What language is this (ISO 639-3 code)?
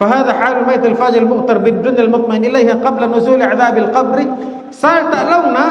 tsg